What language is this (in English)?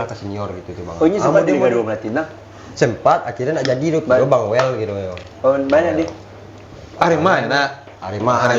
Minangkabau